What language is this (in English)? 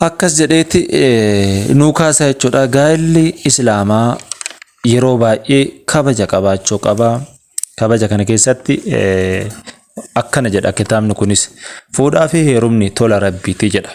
Oromo